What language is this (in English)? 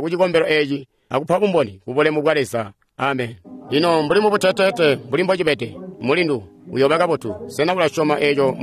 Tonga (Zambia)